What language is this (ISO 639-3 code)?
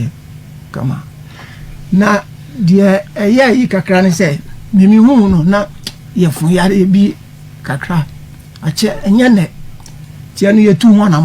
aka